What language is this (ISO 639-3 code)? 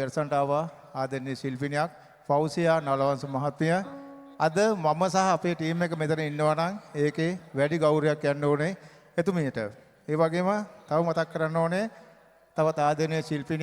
sin